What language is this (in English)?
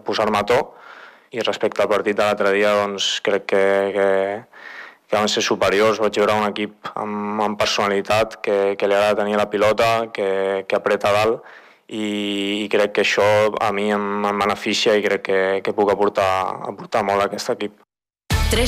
Catalan